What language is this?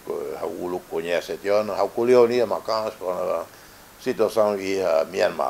Tetum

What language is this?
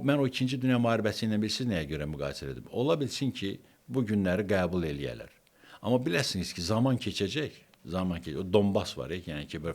Azerbaijani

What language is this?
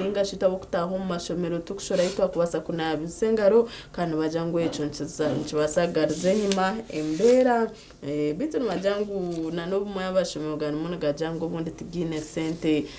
Nyankole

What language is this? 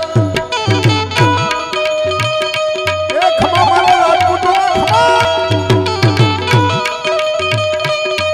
Gujarati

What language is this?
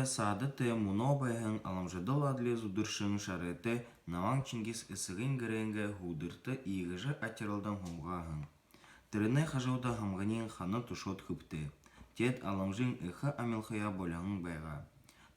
Buriat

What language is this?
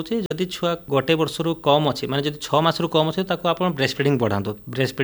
Odia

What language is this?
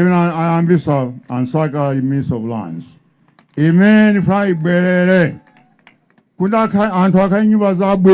Nyanja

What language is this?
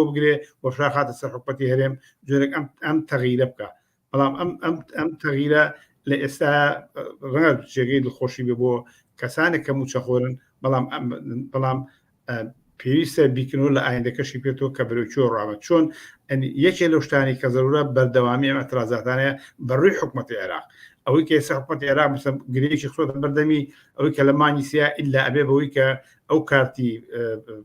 Central Kurdish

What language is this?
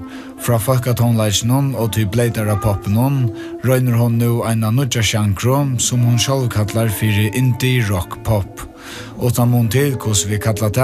Faroese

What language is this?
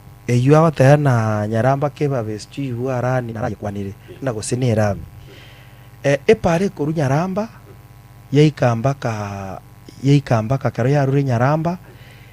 Gusii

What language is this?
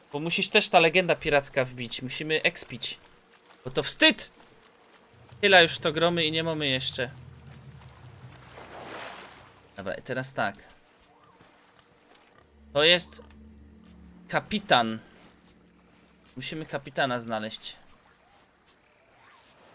Polish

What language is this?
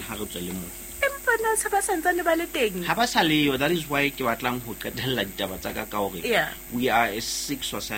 Southern Sotho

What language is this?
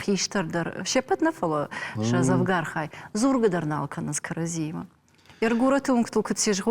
Ossetic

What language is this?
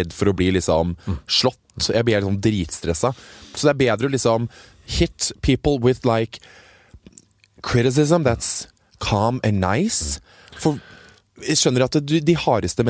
Norwegian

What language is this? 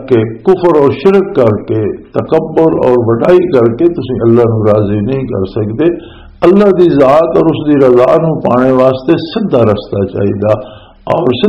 Western Panjabi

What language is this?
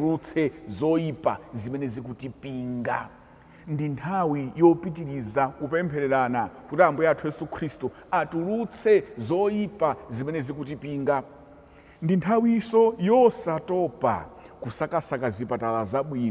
Nyanja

